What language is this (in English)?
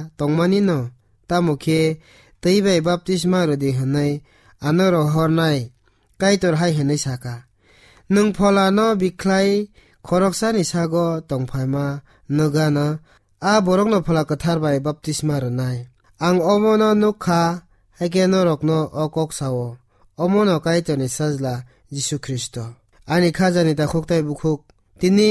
Kok Borok